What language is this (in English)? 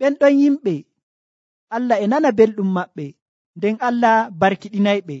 Nigerian Fulfulde